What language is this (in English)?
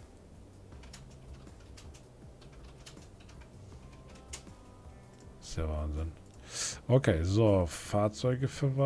German